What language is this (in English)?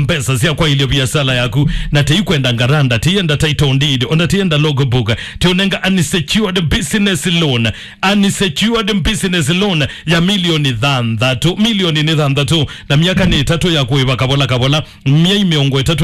Kamba